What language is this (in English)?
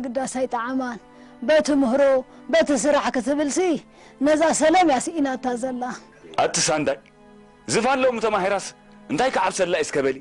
Tigrinya